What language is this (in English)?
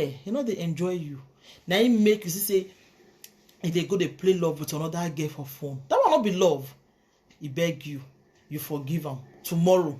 Nigerian Pidgin